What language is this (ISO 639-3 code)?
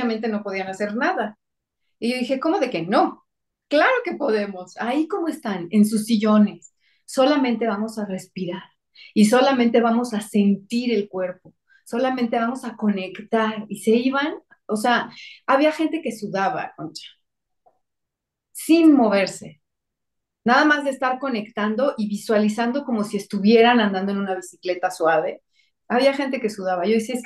spa